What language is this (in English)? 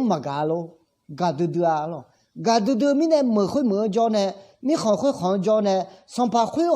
Akha